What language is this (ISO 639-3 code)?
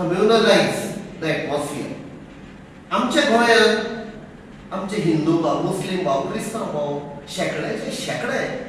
kok